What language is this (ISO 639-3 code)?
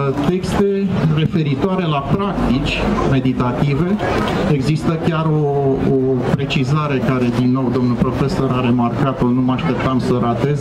ron